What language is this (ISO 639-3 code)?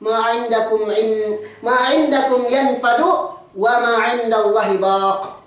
yka